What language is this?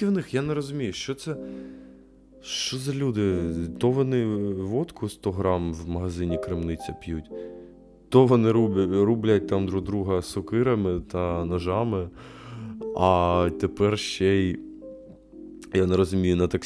Ukrainian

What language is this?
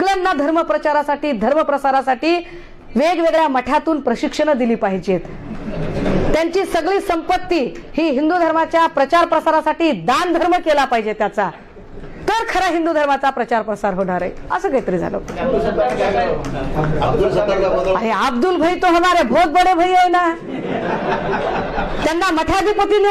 Marathi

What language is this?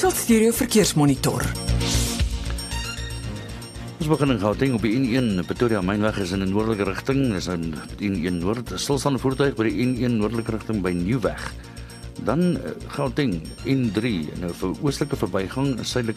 Afrikaans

